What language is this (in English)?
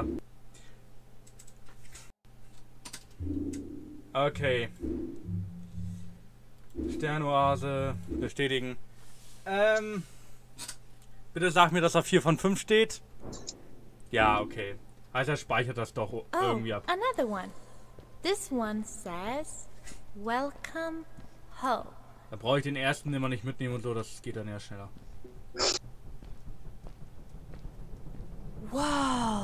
German